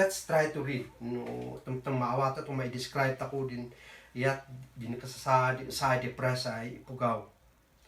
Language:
Kankanaey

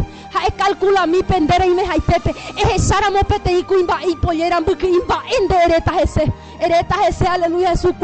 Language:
Guarani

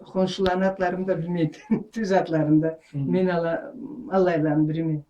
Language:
Karachay-Balkar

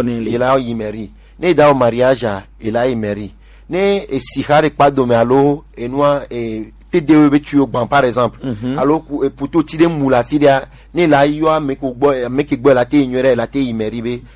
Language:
Gen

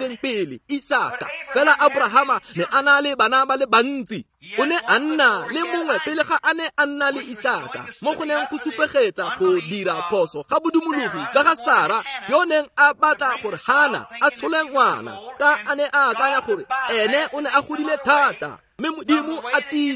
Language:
Tswana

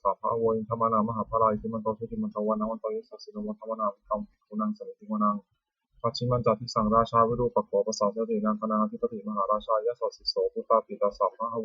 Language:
Pali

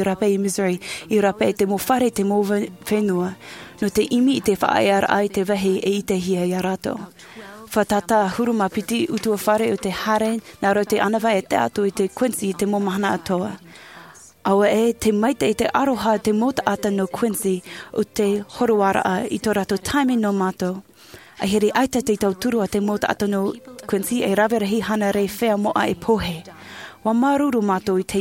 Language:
Tahitian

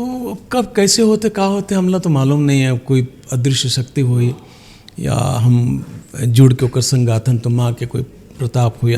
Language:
Chhattisgarhi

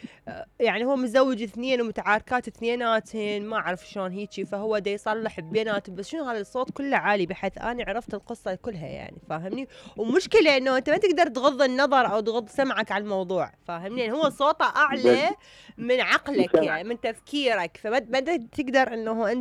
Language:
Mesopotamian Arabic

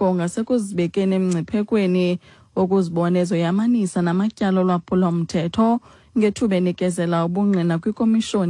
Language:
Xhosa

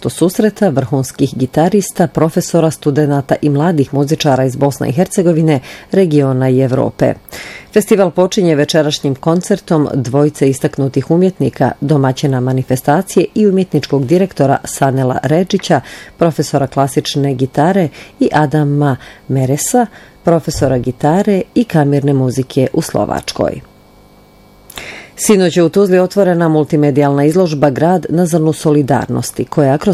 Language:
Bosnian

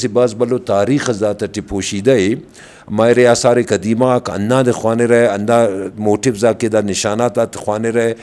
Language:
Brahui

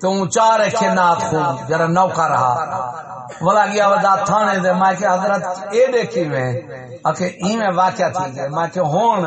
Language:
Saraiki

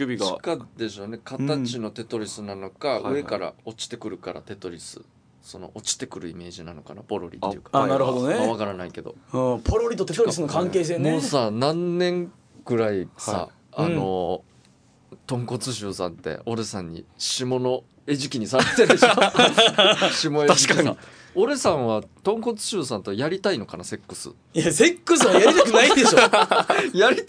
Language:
Japanese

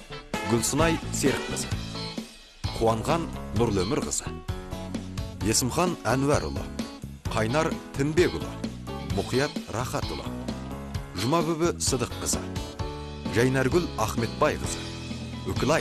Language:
Kazakh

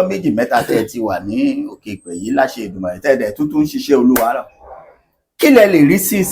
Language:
Yoruba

